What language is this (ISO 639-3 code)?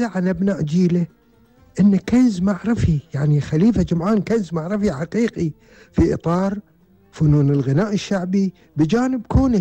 afb